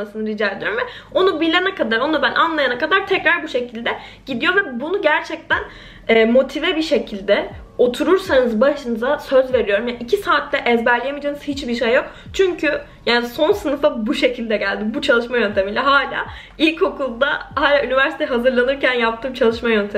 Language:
Turkish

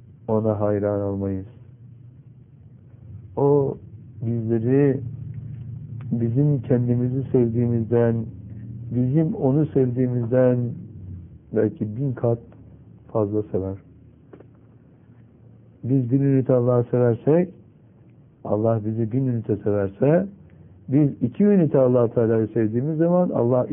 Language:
Turkish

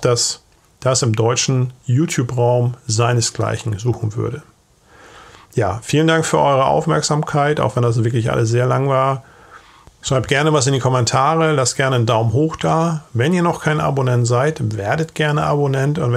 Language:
German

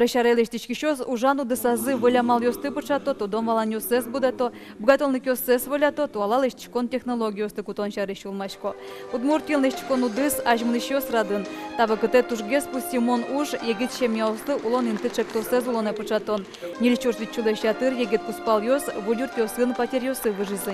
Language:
Udmurt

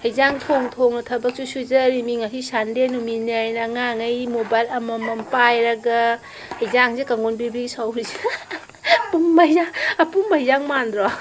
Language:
Manipuri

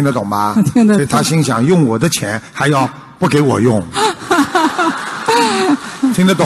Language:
Chinese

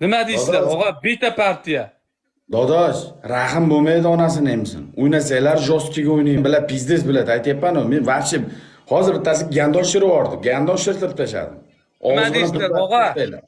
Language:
Uzbek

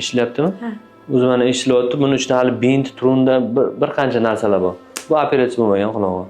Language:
Uzbek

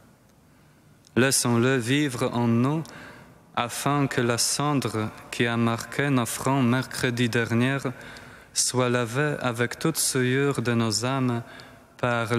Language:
French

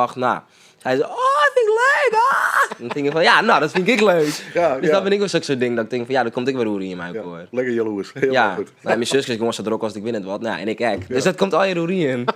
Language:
Western Frisian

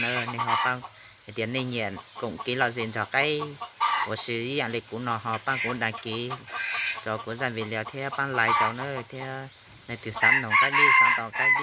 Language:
Hmong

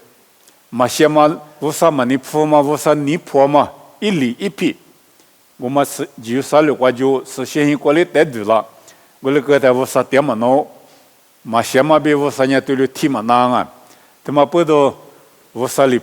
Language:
Lisu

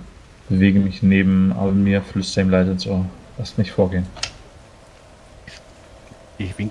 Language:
German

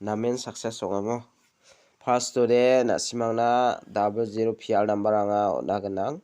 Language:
Garo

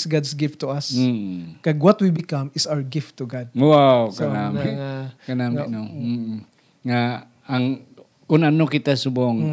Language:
Hiligaynon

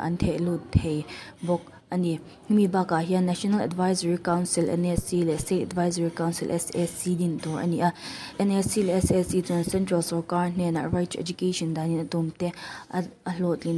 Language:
Mizo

